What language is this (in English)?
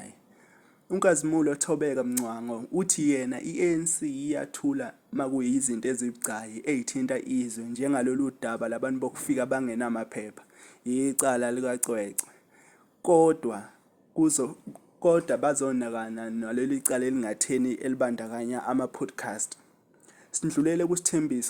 Zulu